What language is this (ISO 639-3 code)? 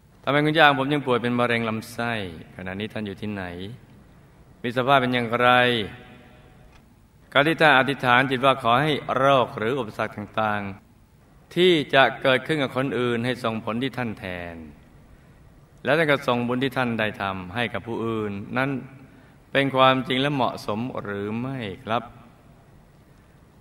tha